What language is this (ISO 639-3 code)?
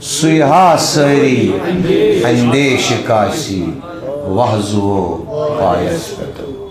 kas